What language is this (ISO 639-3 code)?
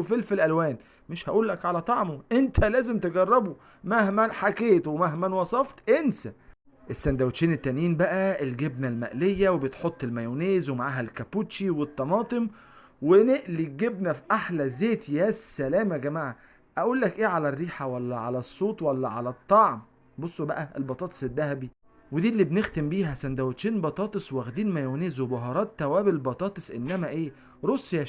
arz